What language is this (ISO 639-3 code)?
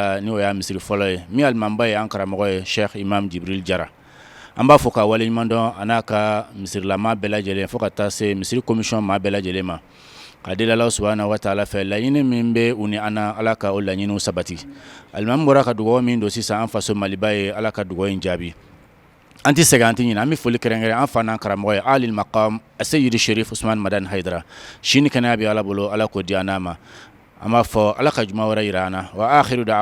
bam